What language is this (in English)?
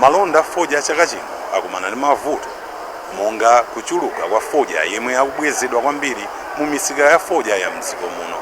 Nyanja